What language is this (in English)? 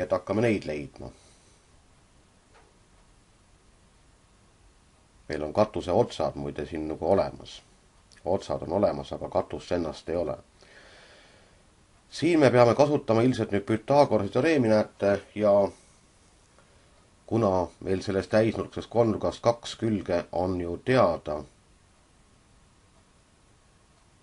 Estonian